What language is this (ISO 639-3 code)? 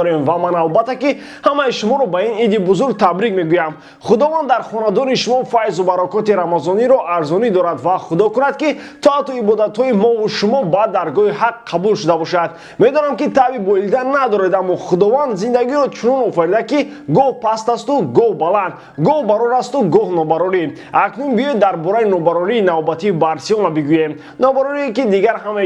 tgk